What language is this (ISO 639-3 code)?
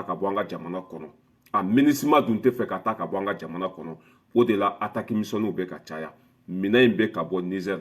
bam